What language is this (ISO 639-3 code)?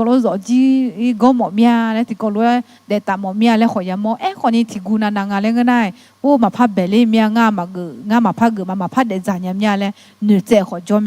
ahk